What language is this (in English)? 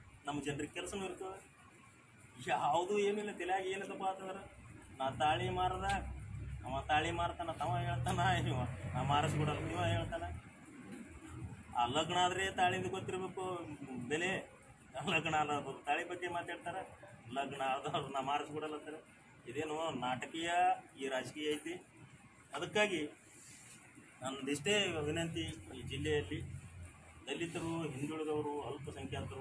Kannada